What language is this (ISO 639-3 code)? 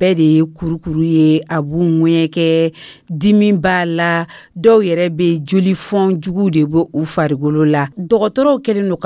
dyu